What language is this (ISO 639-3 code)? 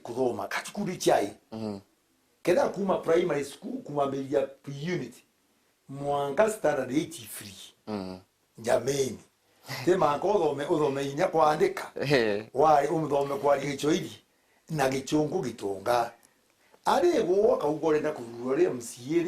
mer